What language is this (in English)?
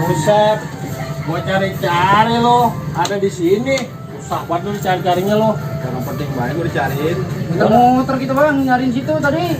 Betawi